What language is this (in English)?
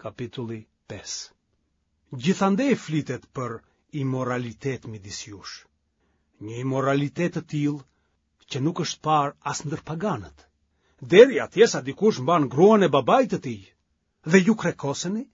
Albanian